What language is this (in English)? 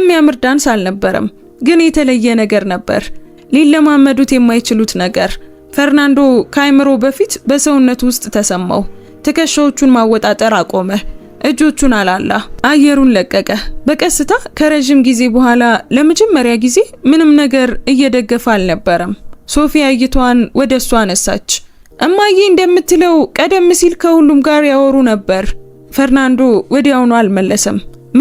Amharic